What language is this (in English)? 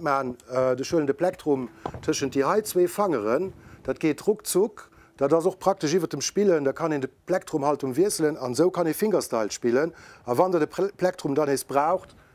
Luxembourgish